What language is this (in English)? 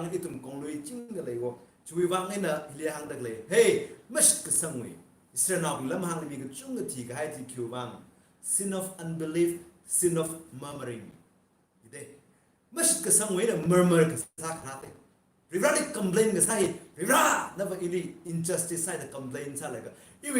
Tangkhul Naga (India)